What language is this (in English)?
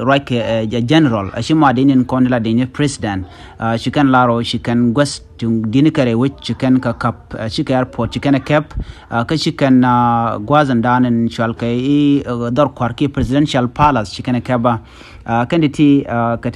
Nuer